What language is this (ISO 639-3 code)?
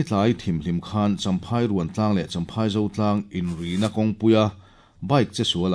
lus